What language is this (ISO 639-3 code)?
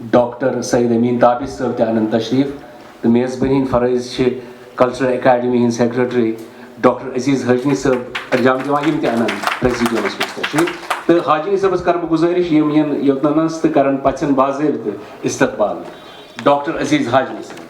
kas